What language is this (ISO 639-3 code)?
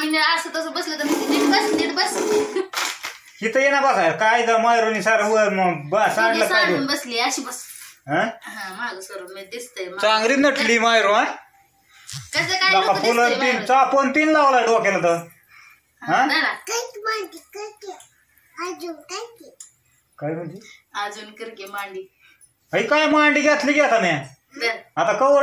mar